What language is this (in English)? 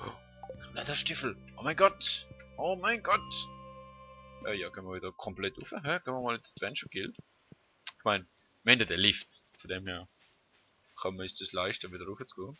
Swiss German